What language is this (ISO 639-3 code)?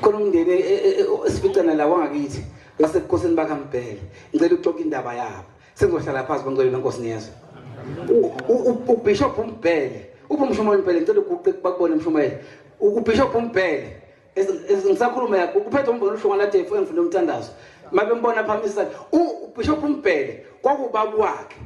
zul